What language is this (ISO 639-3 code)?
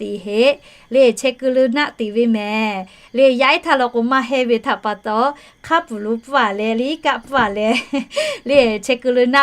lhu